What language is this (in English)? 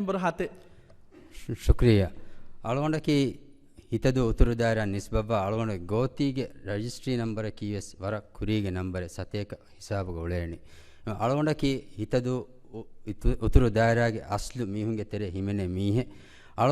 Divehi